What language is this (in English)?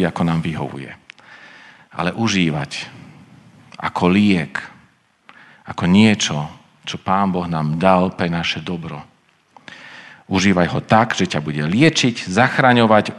Slovak